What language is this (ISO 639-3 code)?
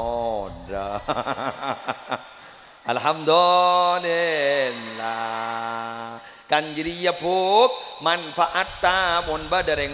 mad